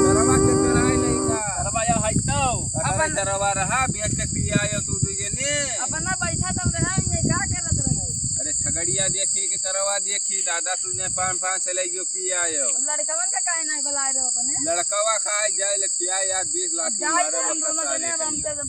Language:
Awadhi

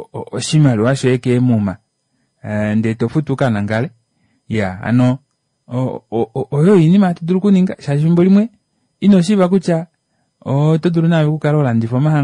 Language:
Kuanyama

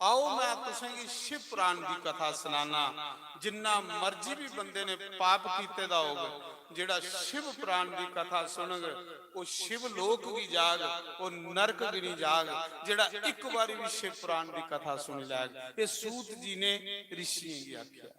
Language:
Dogri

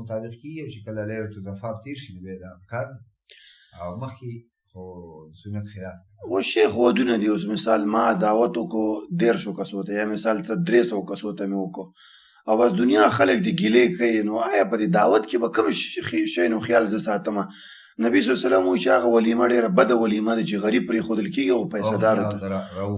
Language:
Pashto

